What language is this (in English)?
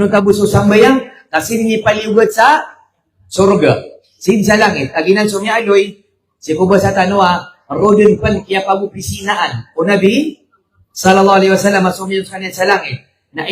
Maranao